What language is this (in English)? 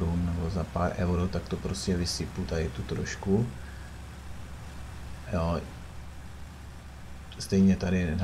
Czech